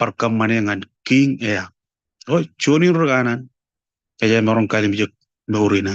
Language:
Marshallese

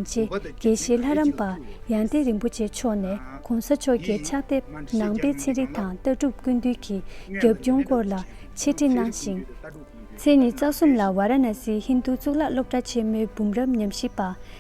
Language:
Tibetan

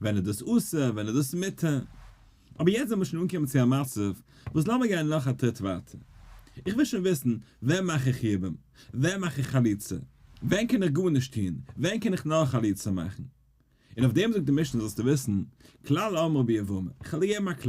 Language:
Yiddish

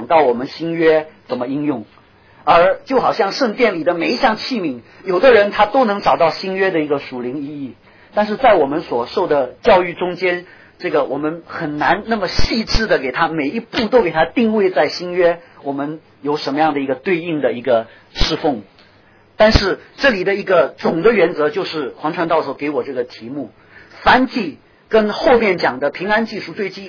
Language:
Chinese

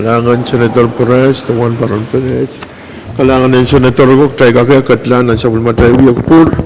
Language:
Pohnpeian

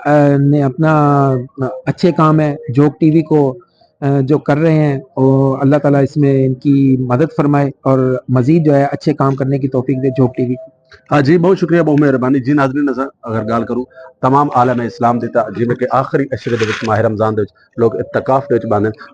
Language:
Saraiki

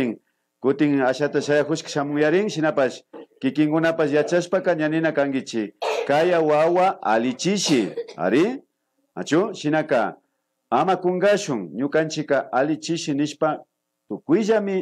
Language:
Imbabura Highland Quichua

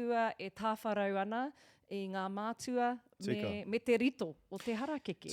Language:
Māori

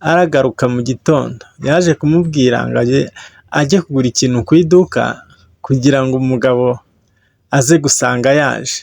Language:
Kinyarwanda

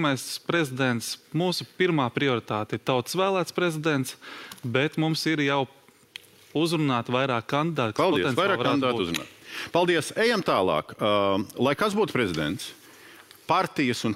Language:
Latvian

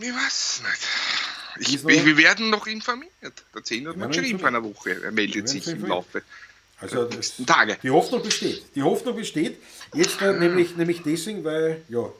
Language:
Bavarian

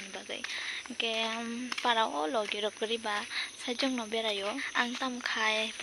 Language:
Kok Borok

